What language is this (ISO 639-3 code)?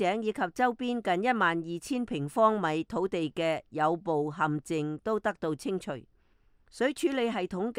yue